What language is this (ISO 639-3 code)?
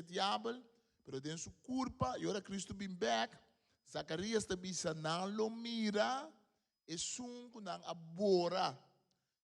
pap